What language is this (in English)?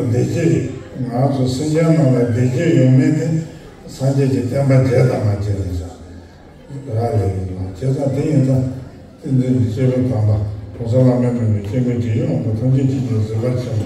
Tibetan